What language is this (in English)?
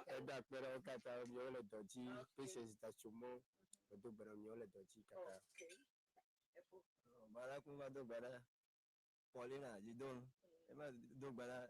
Ewe